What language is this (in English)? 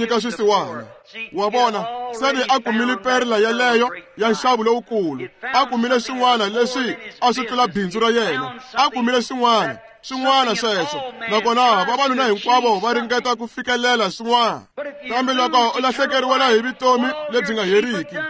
Tsonga